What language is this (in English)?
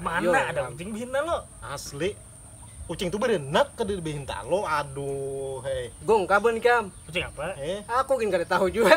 Banjar